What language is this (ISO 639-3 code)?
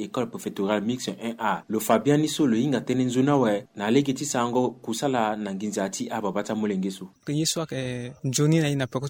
sag